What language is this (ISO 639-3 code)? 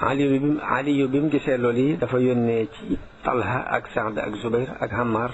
wol